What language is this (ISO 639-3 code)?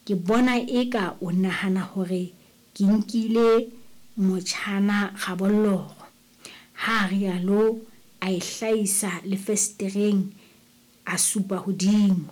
sot